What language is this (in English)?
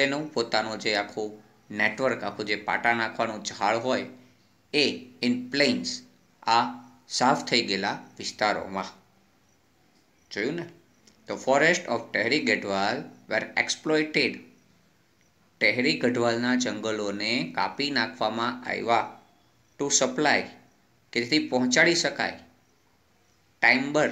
Gujarati